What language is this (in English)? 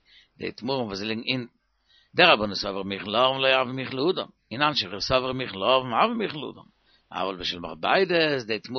Yiddish